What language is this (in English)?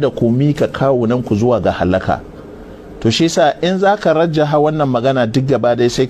Hausa